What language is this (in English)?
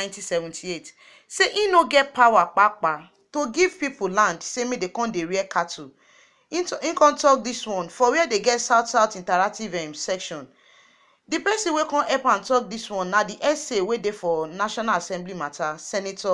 Nigerian Pidgin